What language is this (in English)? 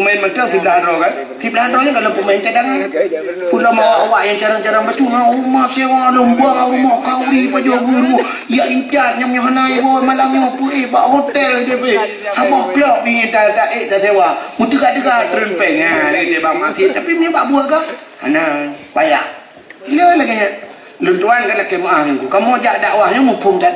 Achinese